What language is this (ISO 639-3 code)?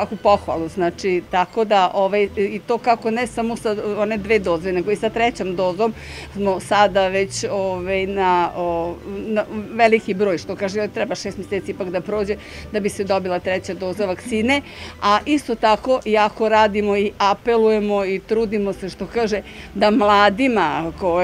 srp